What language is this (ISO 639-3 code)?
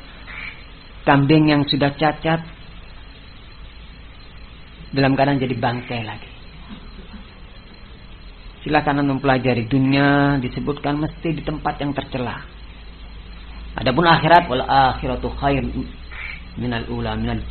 ind